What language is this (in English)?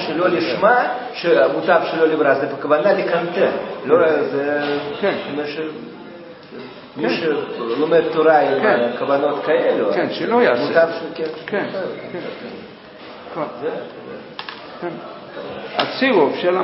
Hebrew